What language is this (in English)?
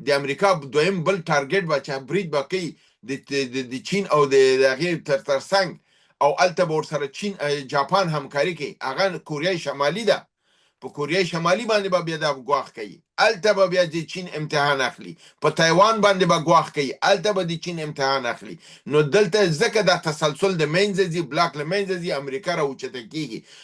Pashto